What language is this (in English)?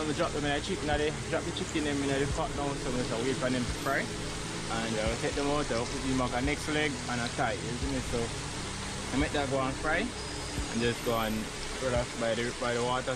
Jamaican Creole English